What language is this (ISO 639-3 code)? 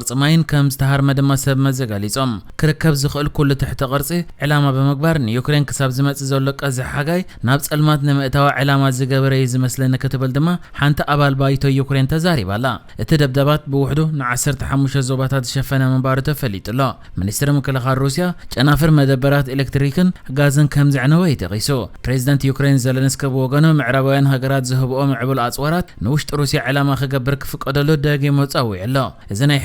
tir